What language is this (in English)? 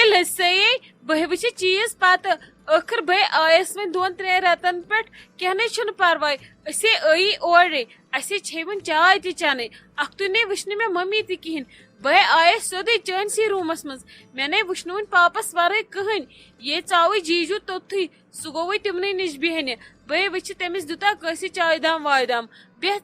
Kashmiri